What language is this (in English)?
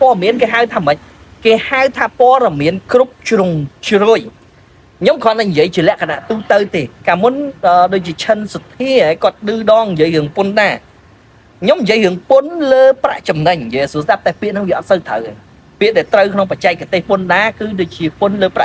Khmer